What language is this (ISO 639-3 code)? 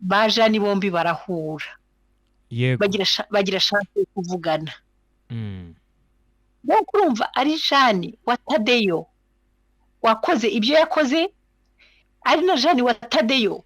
kin